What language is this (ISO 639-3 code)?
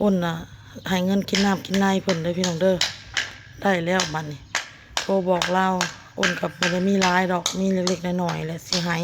lao